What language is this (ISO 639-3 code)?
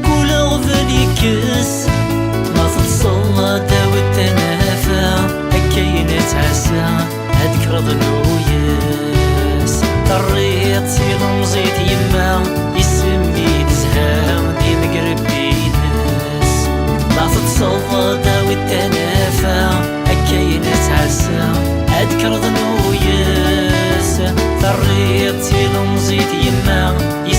kab